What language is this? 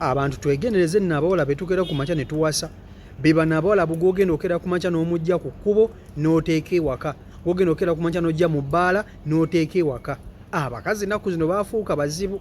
Ganda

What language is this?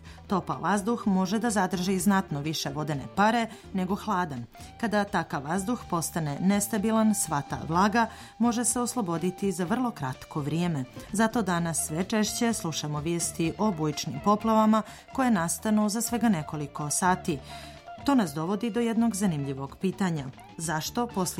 Serbian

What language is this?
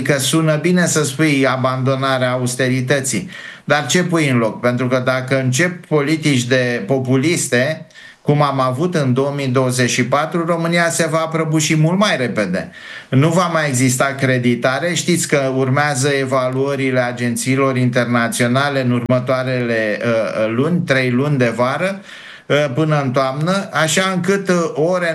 Romanian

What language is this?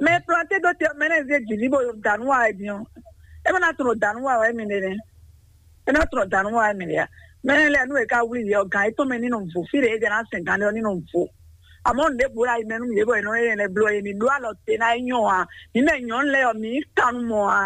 Fon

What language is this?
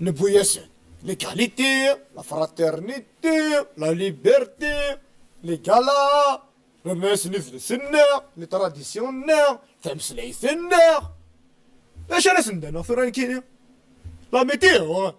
Kabyle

